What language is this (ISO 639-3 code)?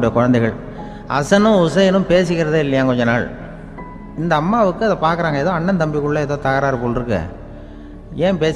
tam